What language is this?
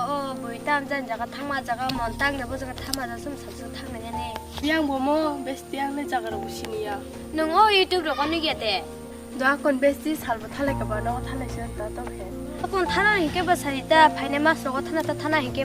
Kok Borok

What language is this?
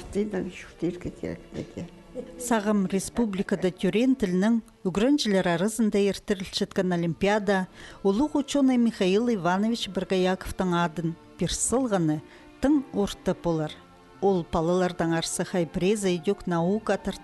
Khakas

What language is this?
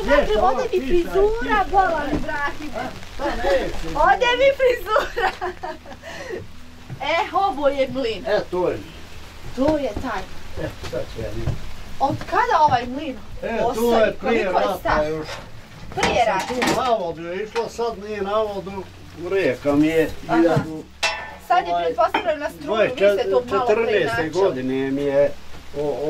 Bosnian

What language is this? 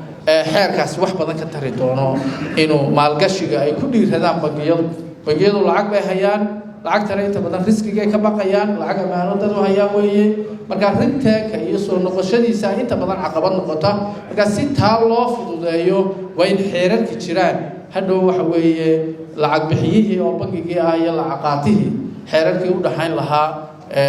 Somali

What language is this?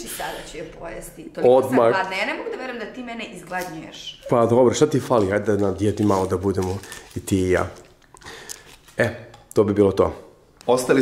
Serbian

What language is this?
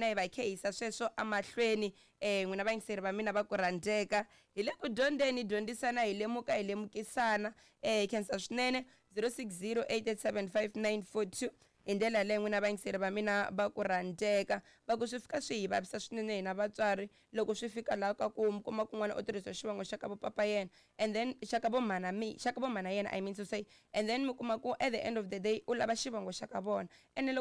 Tsonga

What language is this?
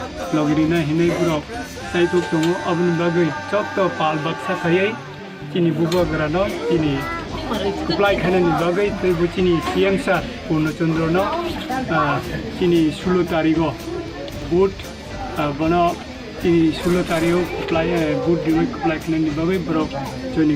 Kok Borok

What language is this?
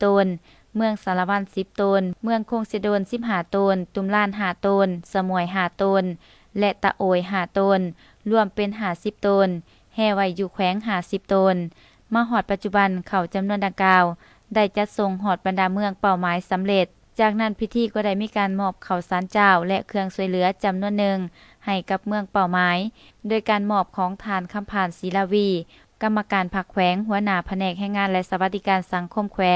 Lao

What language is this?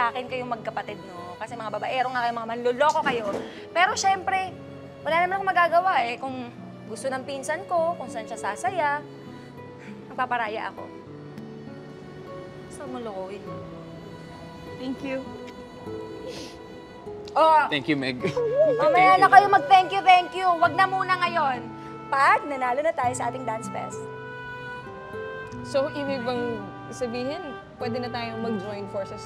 Filipino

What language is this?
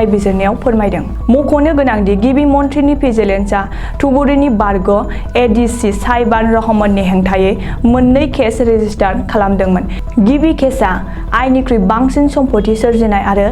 Bodo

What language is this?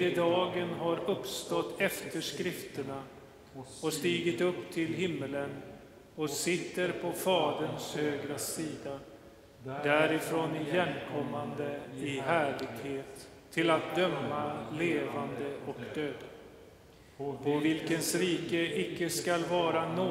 Swedish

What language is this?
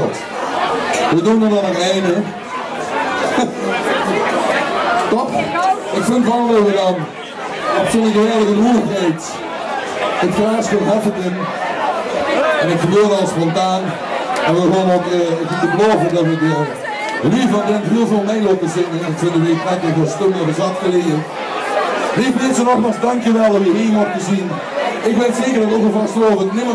Dutch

